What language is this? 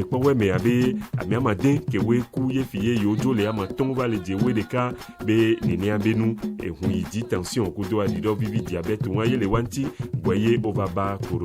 Ewe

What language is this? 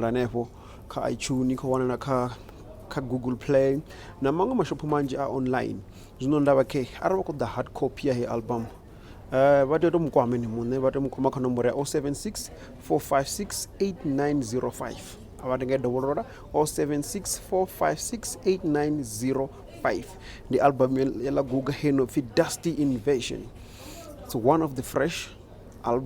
Venda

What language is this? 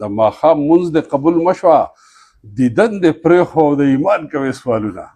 Pashto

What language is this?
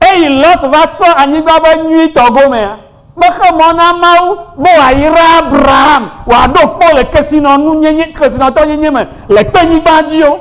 Ewe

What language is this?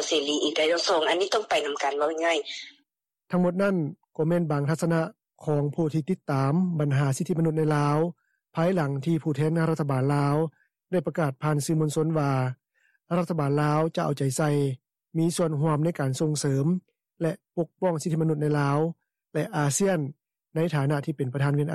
Lao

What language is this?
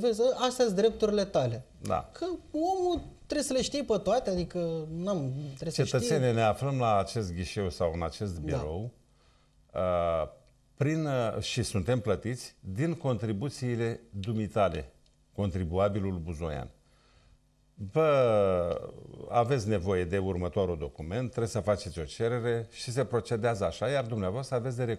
Romanian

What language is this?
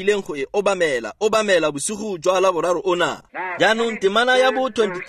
Tswana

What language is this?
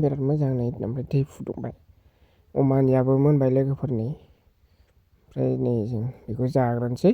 Bodo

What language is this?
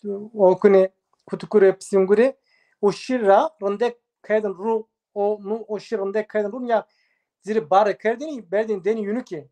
Zaza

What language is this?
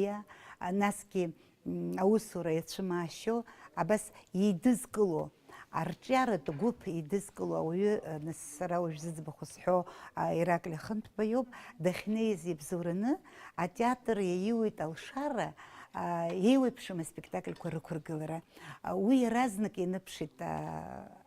Abkhazian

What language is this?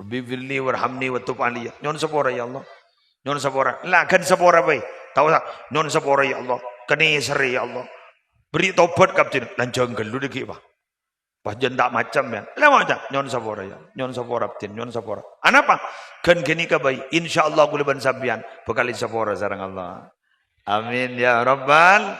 Madurese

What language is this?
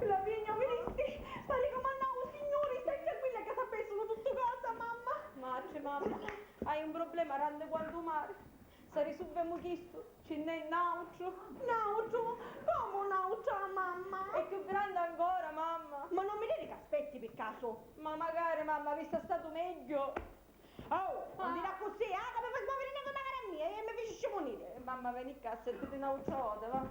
Sicilian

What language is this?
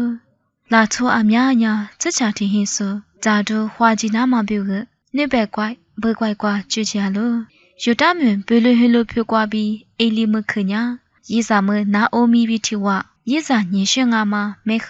Lisu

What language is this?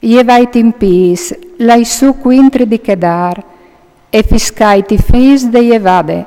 Friulian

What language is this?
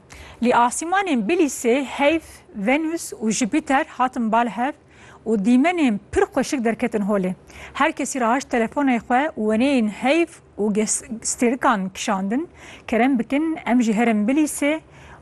Kurdish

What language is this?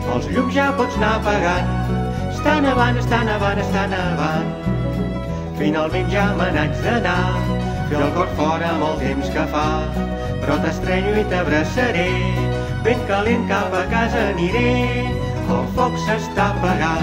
Catalan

